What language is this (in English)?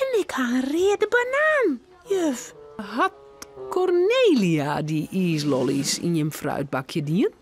Western Frisian